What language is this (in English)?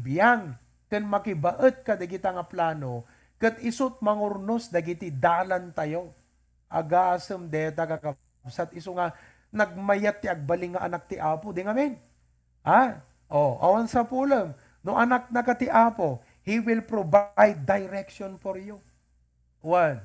Iloko